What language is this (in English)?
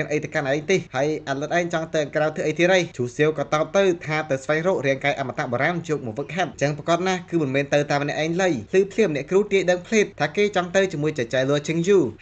Khmer